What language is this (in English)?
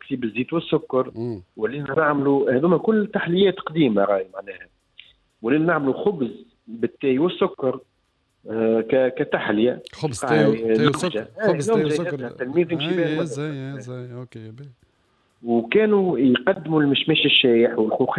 Tunisian Arabic